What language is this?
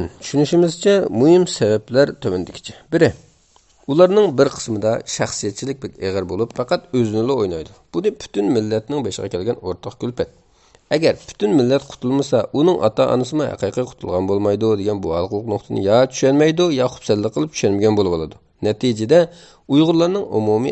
Uyghur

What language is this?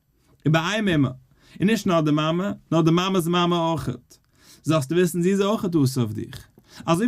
Yiddish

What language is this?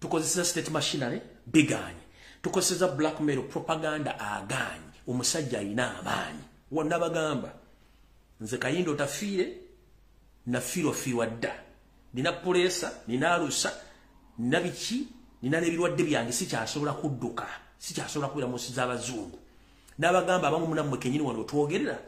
Ganda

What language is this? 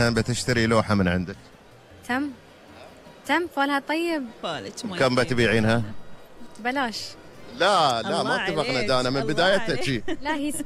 Gulf Arabic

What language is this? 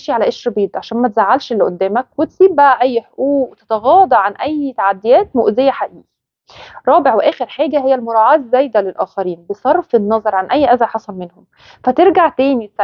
Egyptian Arabic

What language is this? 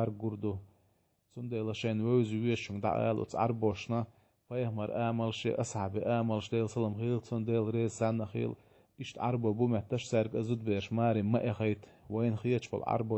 Chechen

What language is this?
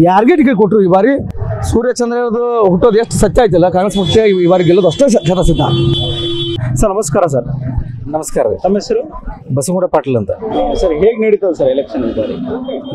Kannada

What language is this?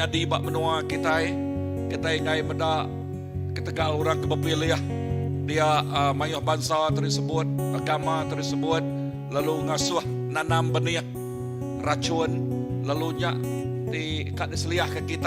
Iban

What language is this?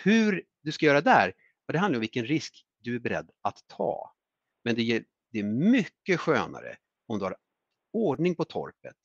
Swedish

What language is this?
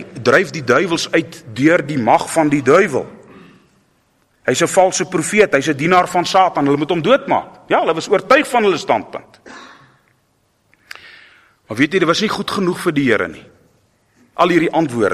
Afrikaans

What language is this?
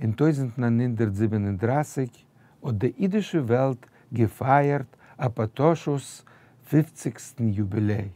Yiddish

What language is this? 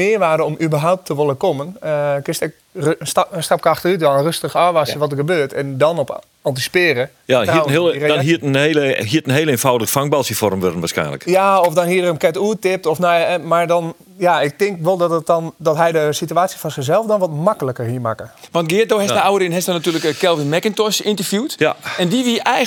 Western Frisian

